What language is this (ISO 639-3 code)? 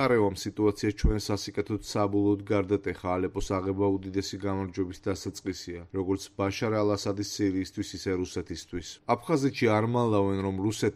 kat